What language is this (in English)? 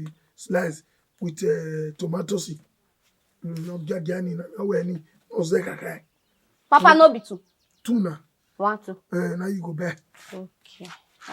Bini